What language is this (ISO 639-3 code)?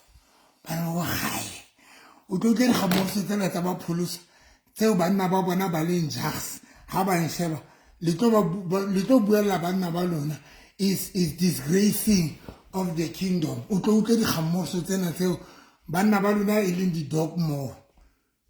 sot